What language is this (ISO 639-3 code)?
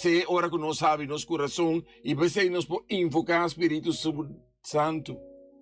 pap